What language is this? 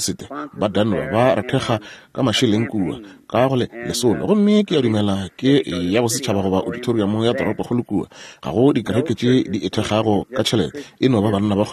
Northern Sotho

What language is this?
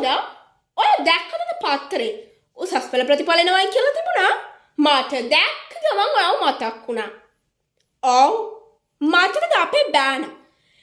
Sinhala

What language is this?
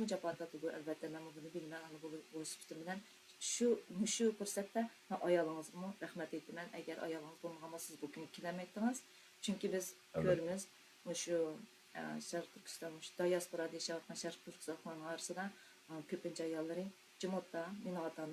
Uyghur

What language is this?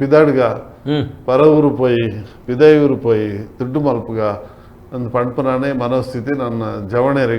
Tulu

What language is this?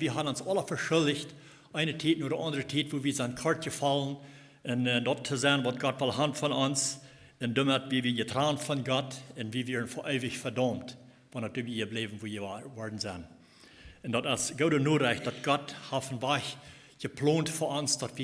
Plautdietsch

